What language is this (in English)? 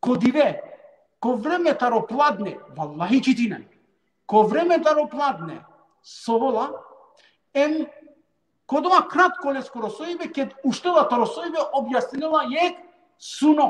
Balkan Romani